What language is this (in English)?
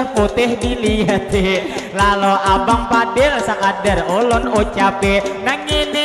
Banjar